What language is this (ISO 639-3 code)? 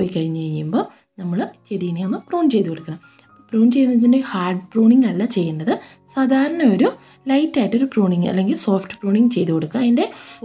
mal